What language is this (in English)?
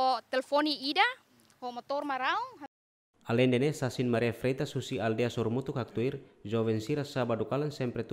Tetum